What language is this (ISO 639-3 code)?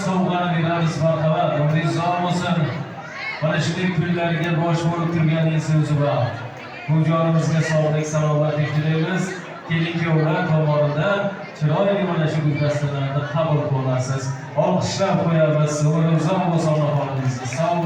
uzb